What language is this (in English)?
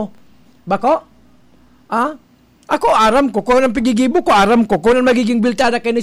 Bikol